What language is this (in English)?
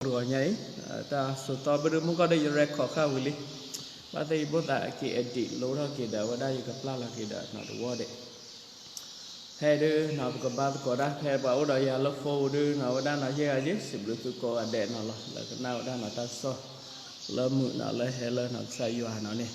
S'gaw Karen